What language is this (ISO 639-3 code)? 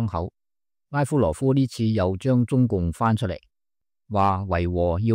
yue